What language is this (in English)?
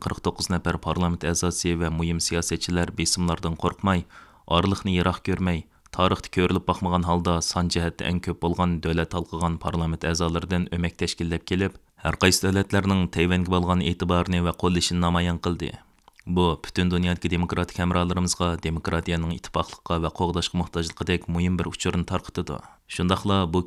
Uyghur